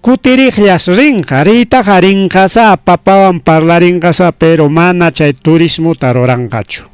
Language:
Ayacucho Quechua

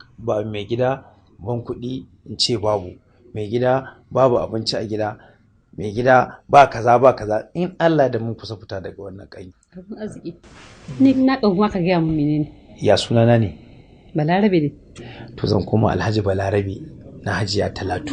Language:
Hausa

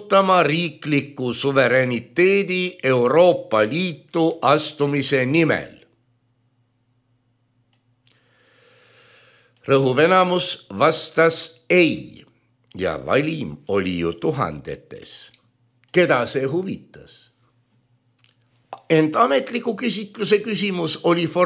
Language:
Estonian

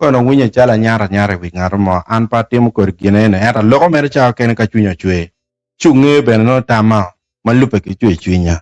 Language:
Acoli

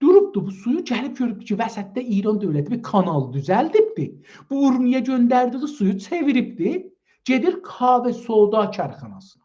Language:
South Azerbaijani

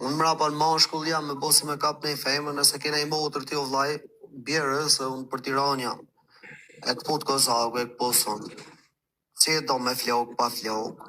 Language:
Albanian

